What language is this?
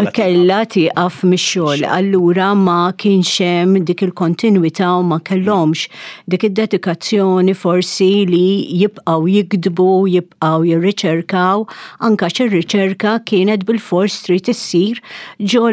Maltese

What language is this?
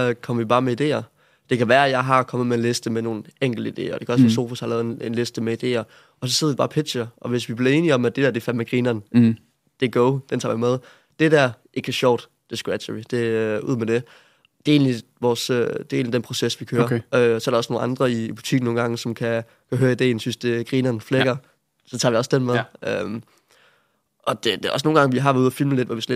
Danish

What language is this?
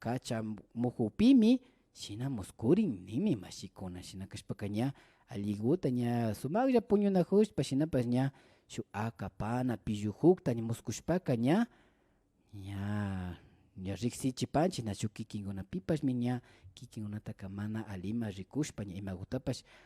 Imbabura Highland Quichua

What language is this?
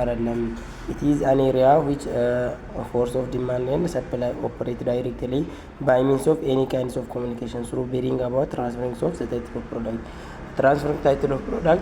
Amharic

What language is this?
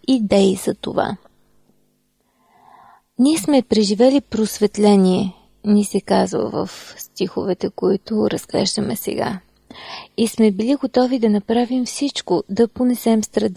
Bulgarian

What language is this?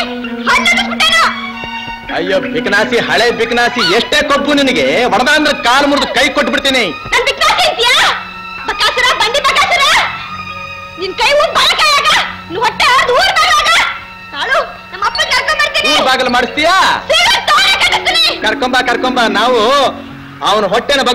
Kannada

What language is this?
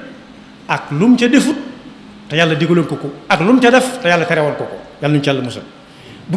Wolof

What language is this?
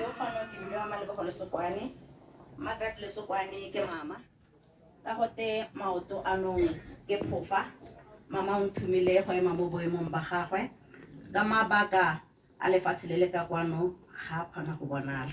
Tswana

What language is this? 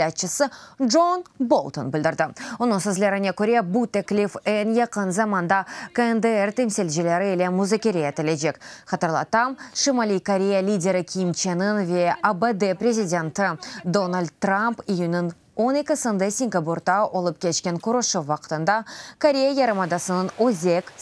Crimean Tatar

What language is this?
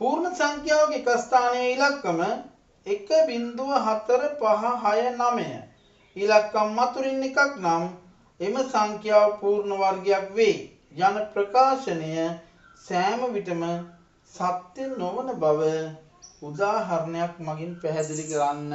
Sinhala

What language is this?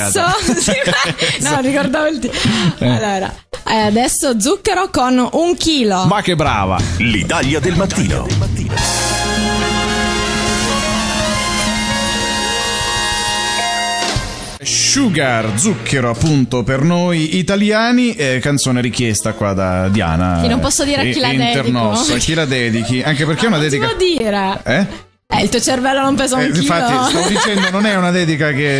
Italian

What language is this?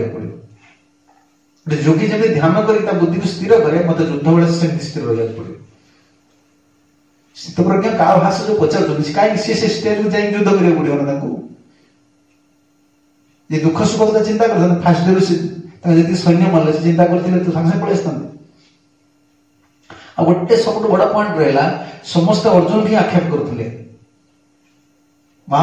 Odia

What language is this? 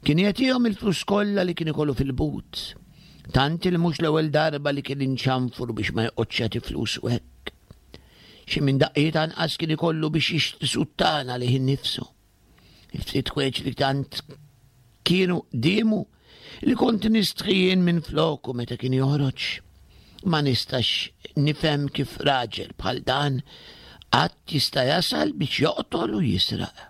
Maltese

